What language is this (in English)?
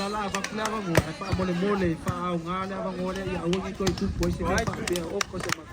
Samoan